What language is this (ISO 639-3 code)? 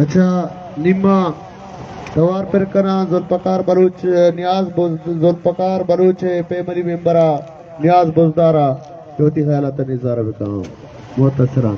bal